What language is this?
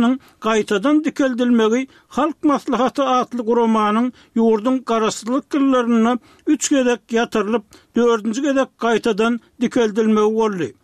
Turkmen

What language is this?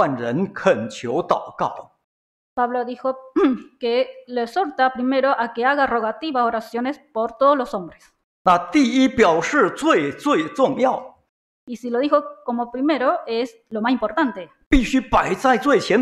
Chinese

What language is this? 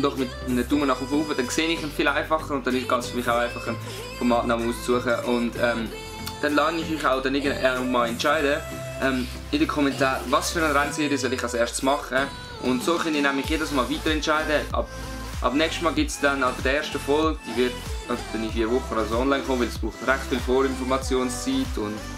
Swiss German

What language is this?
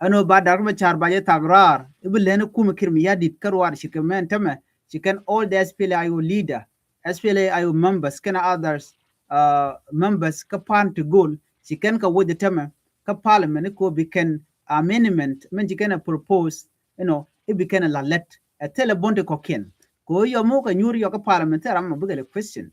Nuer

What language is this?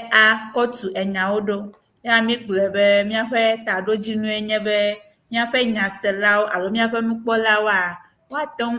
Ewe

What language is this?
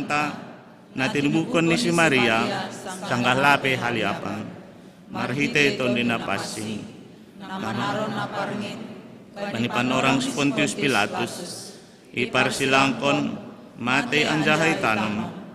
Batak Simalungun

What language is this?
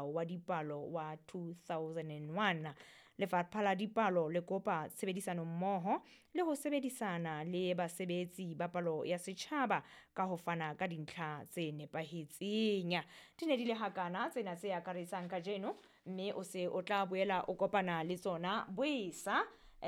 Southern Sotho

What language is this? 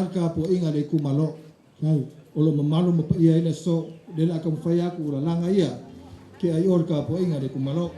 Samoan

